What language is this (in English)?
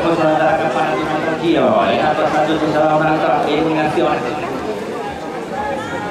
Italian